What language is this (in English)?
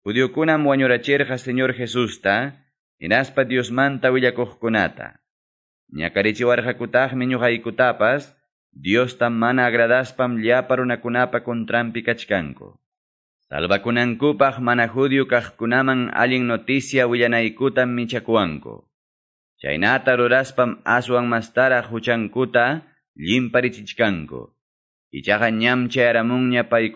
Ayacucho Quechua